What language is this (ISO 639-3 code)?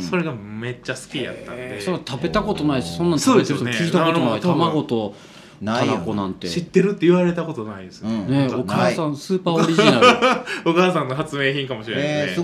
jpn